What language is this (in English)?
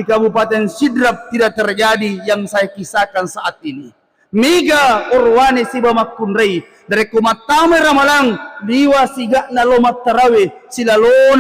Buginese